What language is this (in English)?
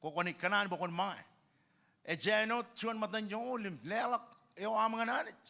Marshallese